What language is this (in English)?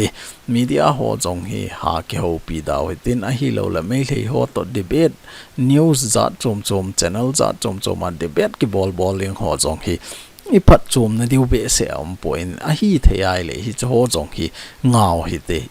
Thado Chin